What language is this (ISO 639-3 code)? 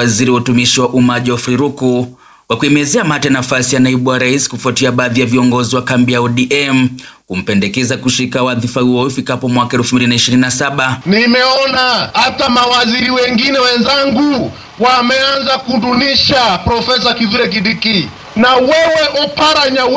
swa